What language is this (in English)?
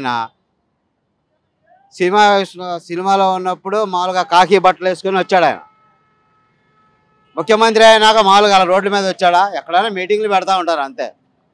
Telugu